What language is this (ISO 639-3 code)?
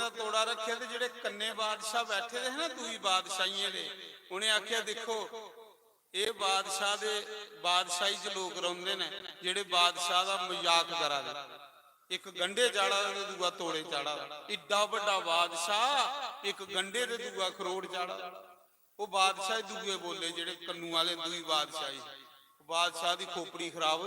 doi